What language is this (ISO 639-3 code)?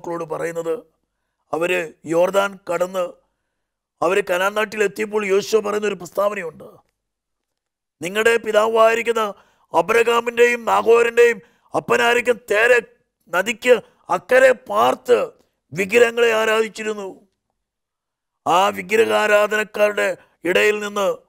mal